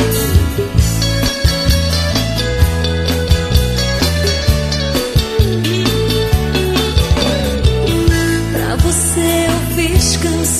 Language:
Portuguese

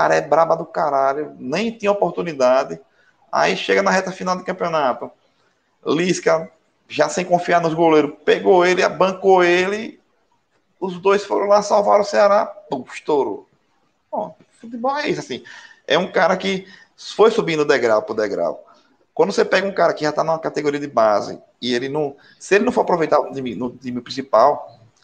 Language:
Portuguese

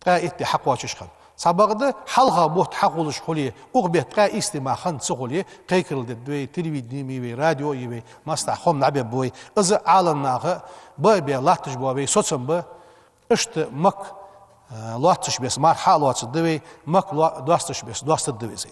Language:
Ingush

